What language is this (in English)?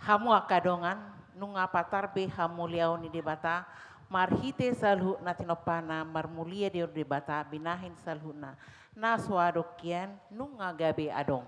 Batak Toba